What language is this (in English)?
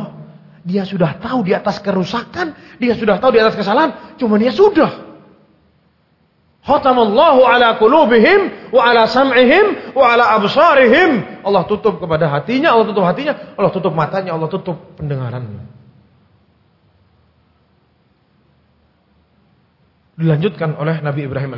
Indonesian